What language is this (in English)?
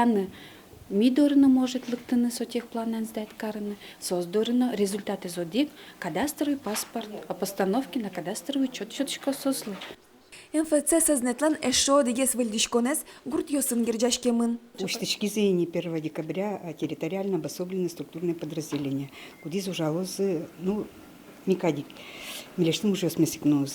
Udmurt